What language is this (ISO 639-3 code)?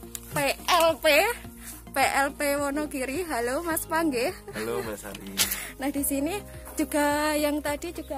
ind